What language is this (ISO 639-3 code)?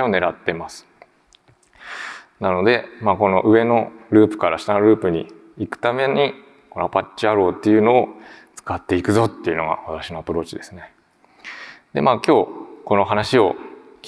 jpn